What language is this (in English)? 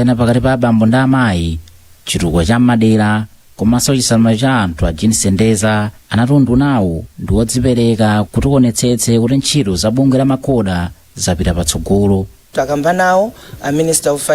Nyanja